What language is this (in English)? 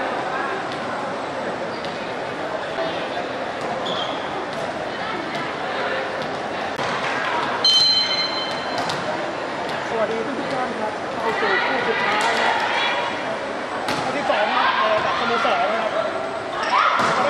Thai